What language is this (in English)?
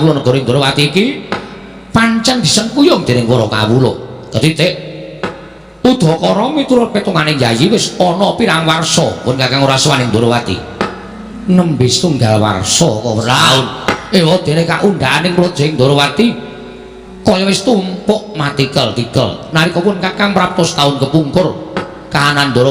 Javanese